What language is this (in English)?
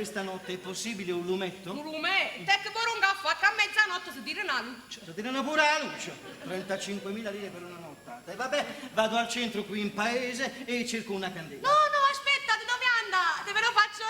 Neapolitan